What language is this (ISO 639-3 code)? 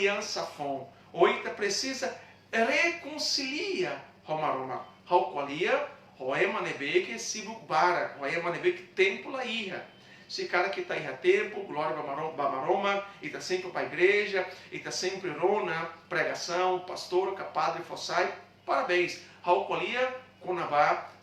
tet